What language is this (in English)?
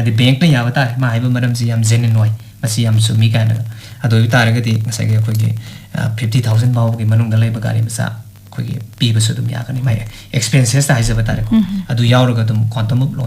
Manipuri